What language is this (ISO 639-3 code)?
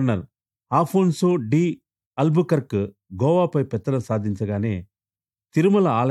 tel